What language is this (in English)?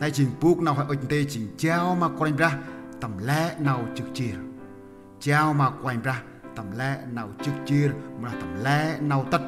Central Mnong